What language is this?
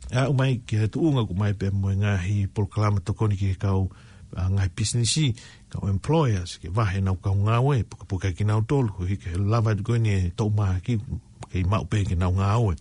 Tongan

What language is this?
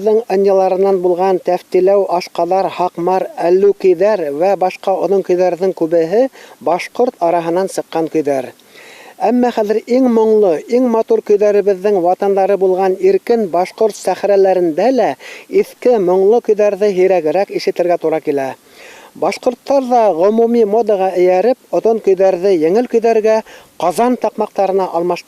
Bashkir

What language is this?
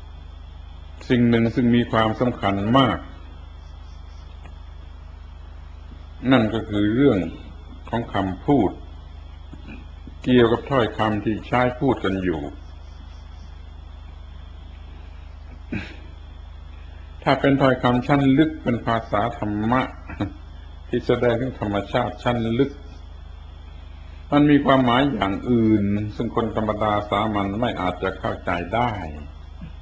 Thai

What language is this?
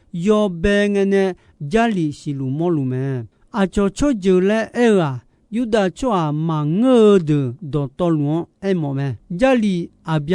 Akha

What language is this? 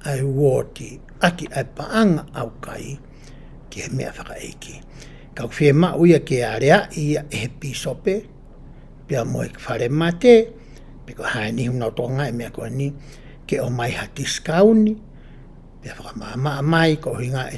Tongan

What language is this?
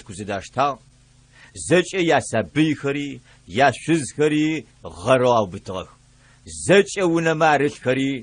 Adyghe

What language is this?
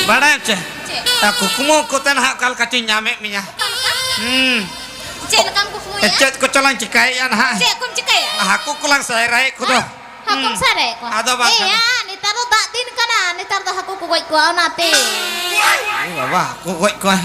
Santali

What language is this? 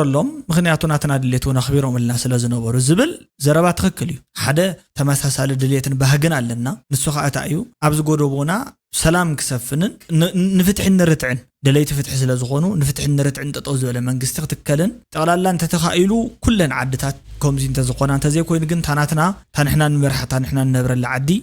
Tigrinya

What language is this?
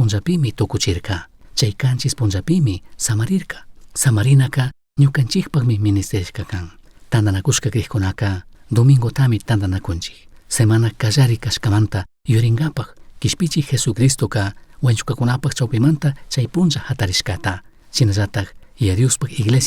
Chimborazo Highland Quichua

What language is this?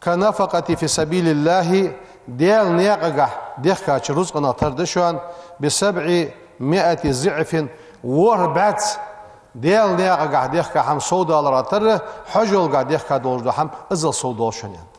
Ingush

